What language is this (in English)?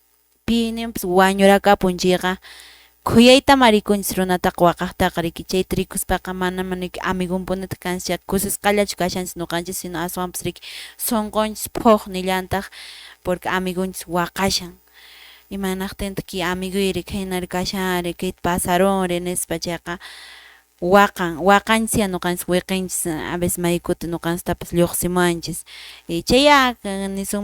Quechua